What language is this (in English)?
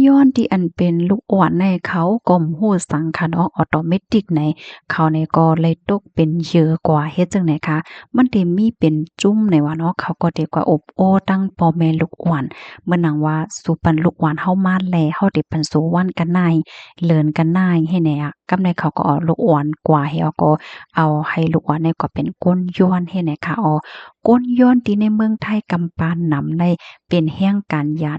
Shan